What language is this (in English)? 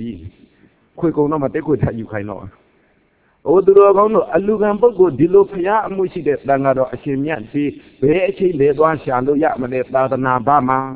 Burmese